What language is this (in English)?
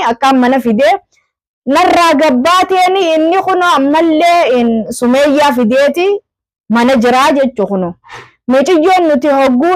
Oromo